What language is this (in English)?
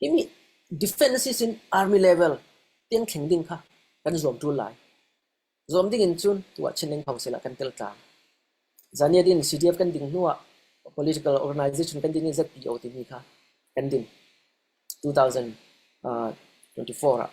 Falam Chin